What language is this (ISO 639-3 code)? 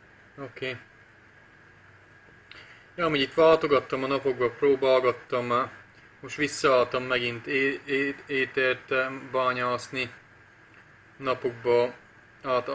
hun